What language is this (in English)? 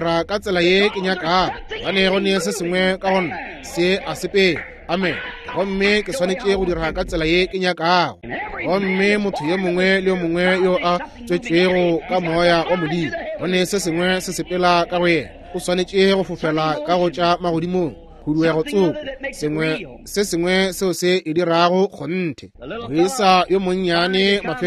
Northern Sotho